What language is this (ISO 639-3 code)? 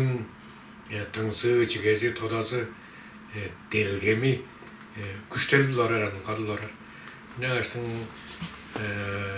tyv